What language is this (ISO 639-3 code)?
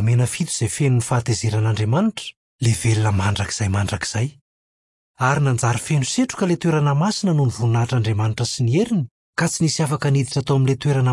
mlg